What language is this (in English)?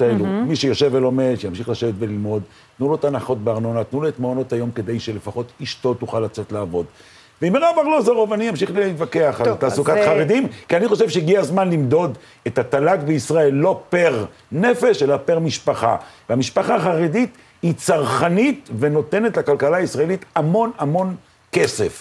Hebrew